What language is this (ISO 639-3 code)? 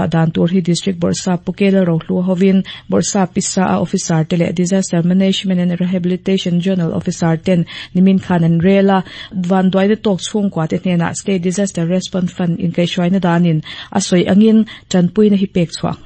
lus